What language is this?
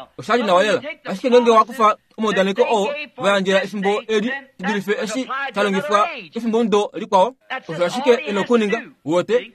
Kuanyama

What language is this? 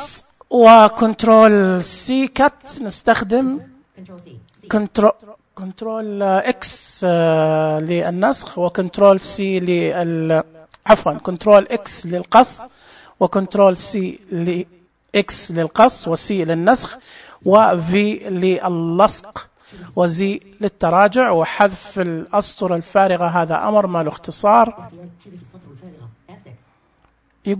Najdi Arabic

